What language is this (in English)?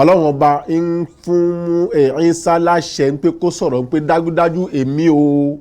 Yoruba